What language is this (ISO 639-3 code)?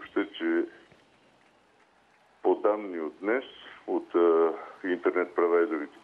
bul